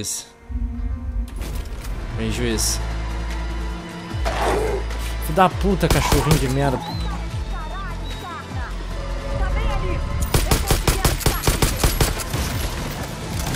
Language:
Portuguese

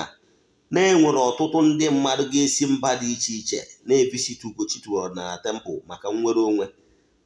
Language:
Igbo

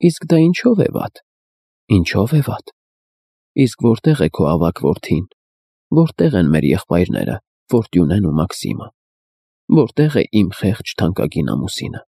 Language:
Armenian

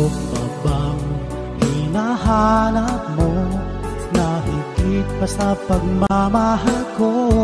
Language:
Filipino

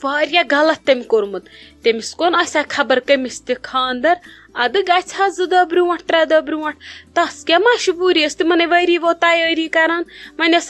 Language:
Kashmiri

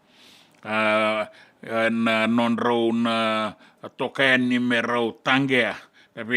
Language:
Fijian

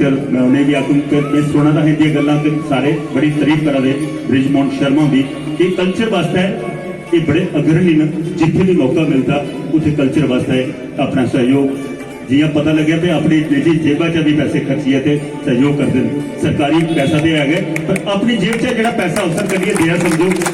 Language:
Dogri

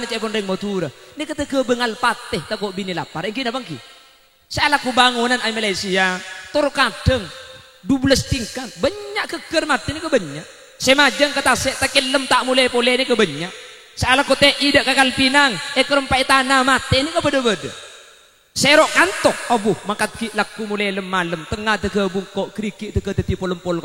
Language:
Madurese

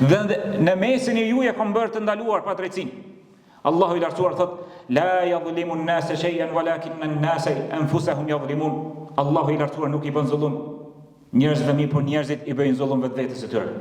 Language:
Albanian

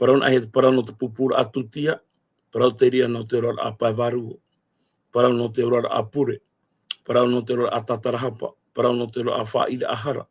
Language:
Tahitian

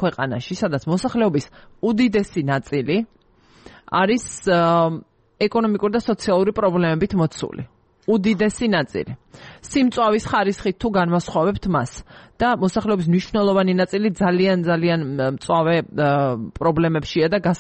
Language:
Georgian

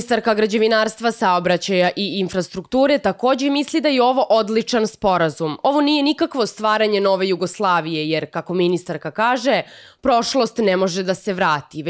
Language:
Serbian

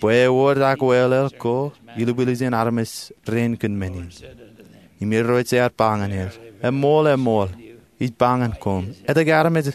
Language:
Marshallese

